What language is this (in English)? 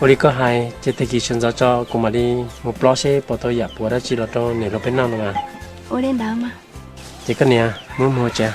Hmong